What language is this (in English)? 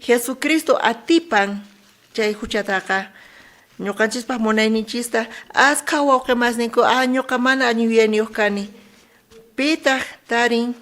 South Bolivian Quechua